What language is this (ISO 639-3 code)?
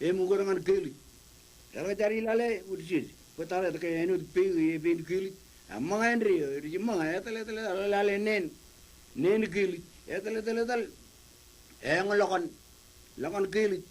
mah